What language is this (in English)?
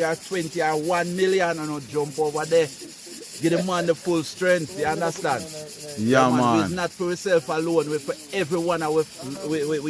Jamaican Creole English